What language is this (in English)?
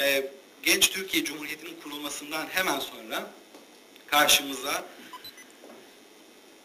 Turkish